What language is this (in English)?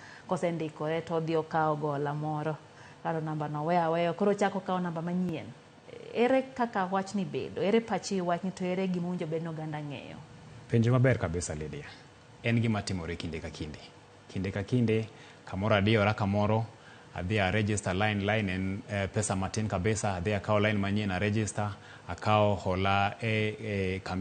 Luo (Kenya and Tanzania)